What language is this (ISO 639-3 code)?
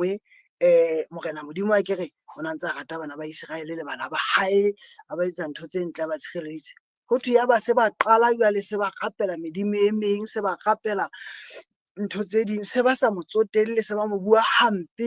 sot